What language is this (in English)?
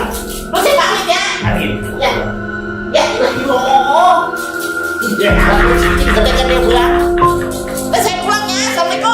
Betawi